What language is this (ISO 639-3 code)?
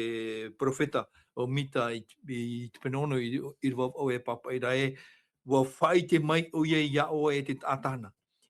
tah